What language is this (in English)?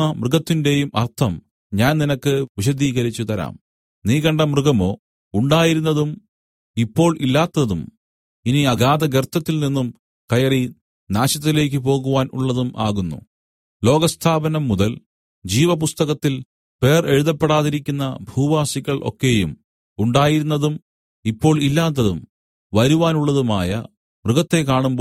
Malayalam